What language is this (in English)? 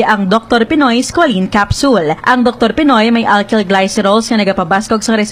Hiligaynon